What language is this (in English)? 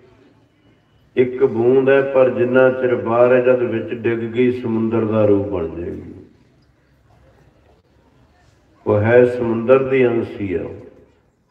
Punjabi